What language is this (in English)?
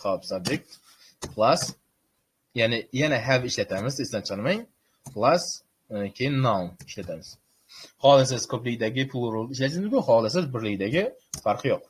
Uzbek